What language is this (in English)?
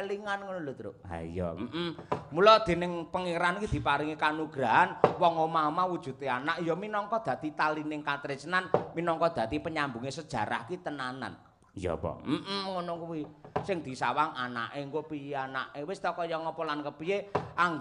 Javanese